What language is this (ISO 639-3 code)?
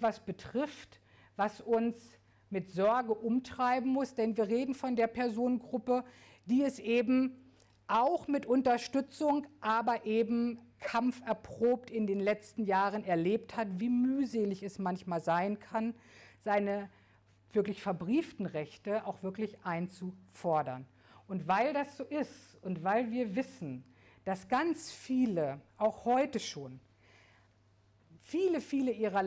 deu